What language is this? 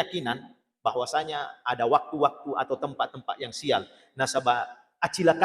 Buginese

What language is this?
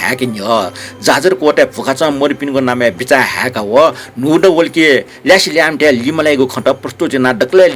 Newari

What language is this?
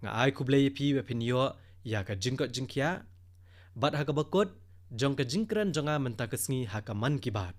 Khasi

